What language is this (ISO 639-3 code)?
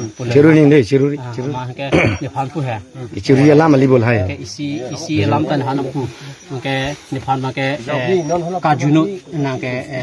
mjw